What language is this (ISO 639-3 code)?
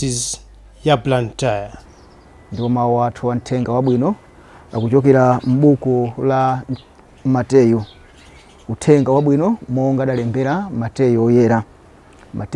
nya